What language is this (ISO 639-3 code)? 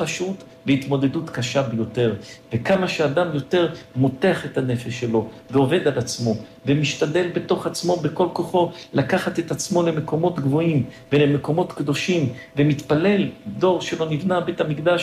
heb